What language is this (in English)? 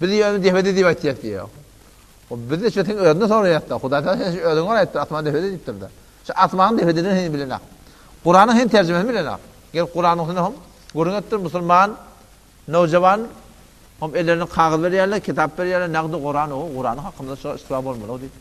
Turkmen